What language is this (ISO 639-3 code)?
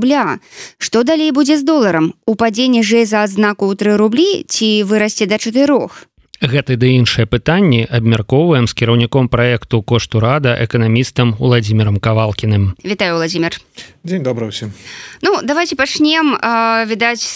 bel